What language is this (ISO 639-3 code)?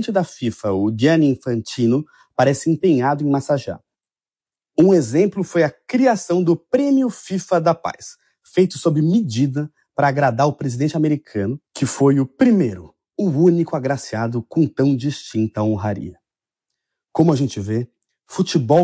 por